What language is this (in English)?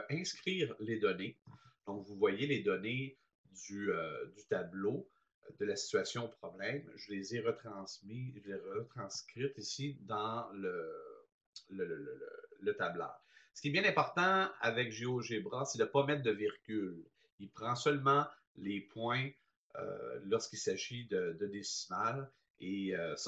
French